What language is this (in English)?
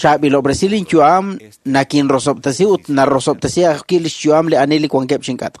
Kekchí